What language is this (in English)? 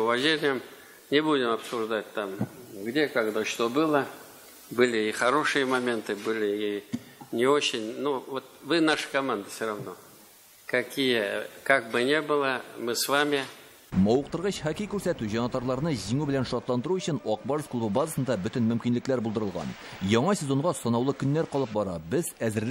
Tatar